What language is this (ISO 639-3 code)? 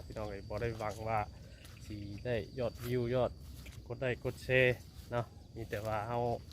lao